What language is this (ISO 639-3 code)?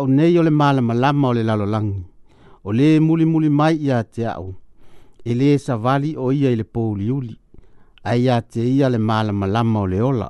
smo